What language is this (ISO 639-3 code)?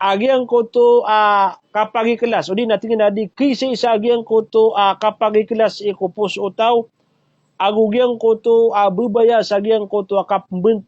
mrw